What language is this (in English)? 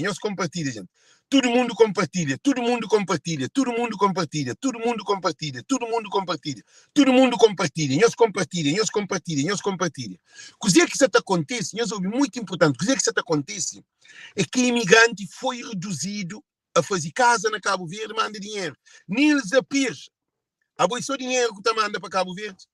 Kabuverdianu